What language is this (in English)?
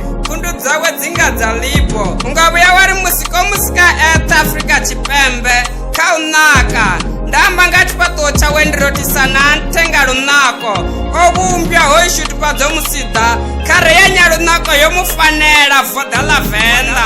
Venda